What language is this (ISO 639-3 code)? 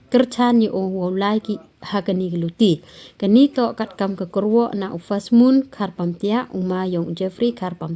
pbv